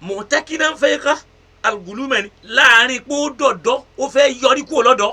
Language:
Yoruba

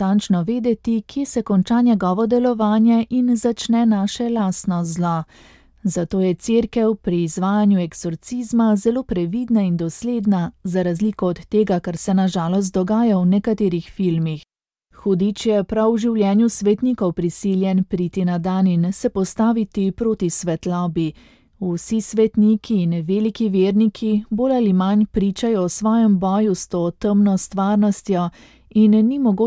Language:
Slovenian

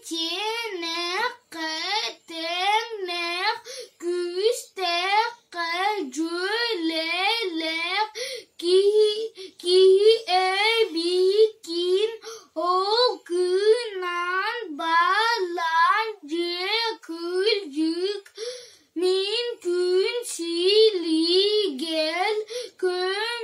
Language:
Yakut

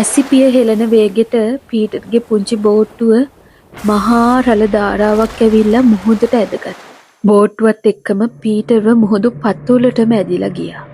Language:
Sinhala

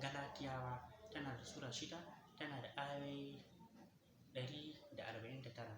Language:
Hausa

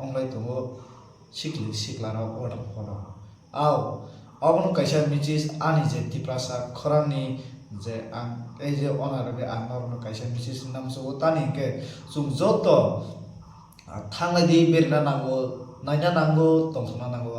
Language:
Kok Borok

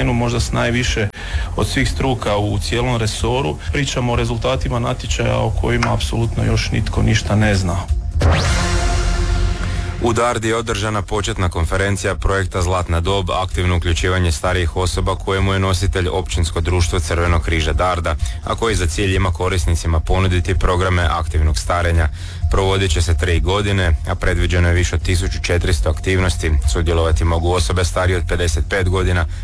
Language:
Croatian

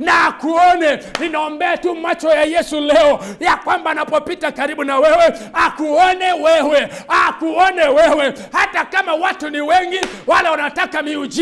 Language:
Swahili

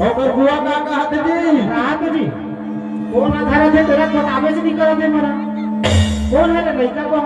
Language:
Chhattisgarhi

